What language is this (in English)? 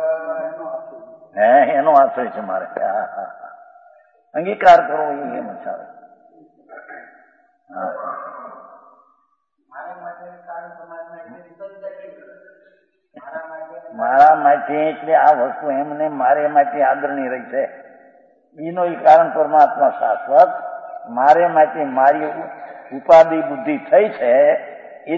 Gujarati